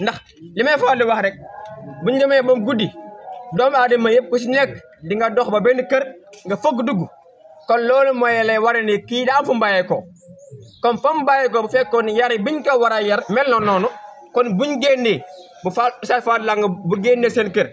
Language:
Wolof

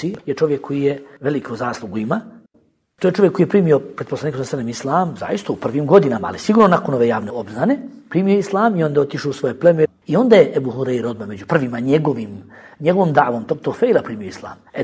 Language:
Bosnian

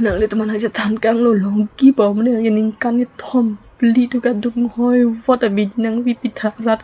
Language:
Karbi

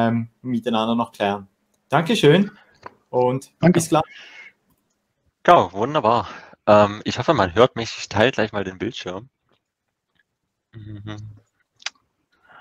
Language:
German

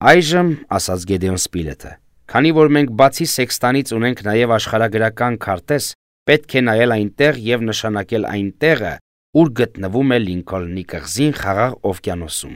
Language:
Armenian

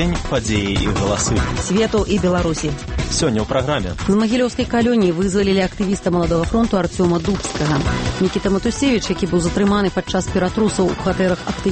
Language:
Belarusian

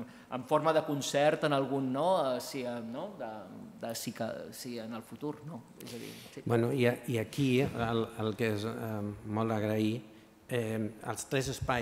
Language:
Catalan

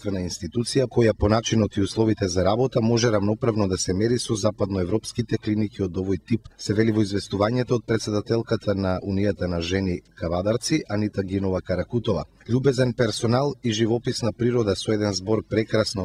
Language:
Macedonian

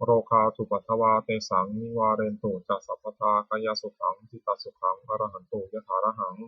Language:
Pali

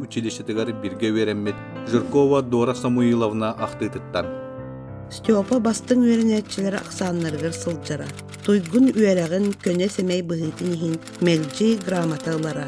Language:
Yakut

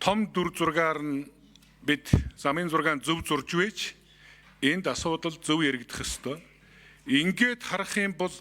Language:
Mongolian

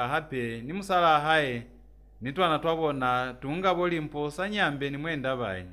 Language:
Lozi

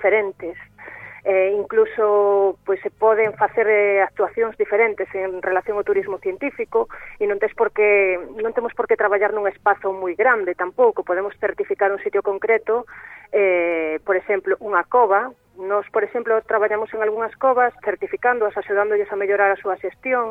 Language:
Galician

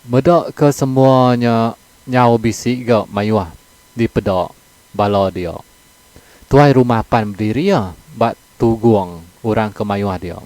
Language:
Iban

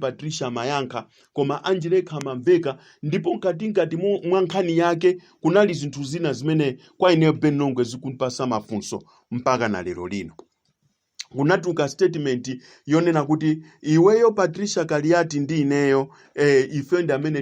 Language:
Nyanja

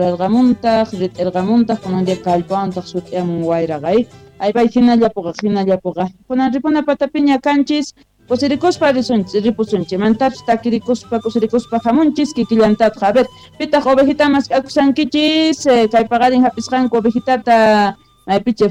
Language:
South Bolivian Quechua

